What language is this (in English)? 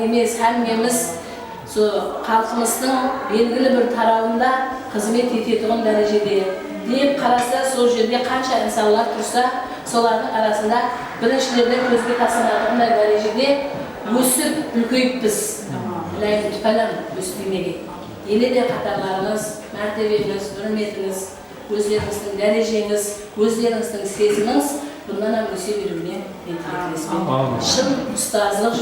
Kara-Kalpak